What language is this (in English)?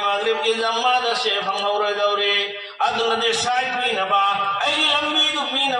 Manipuri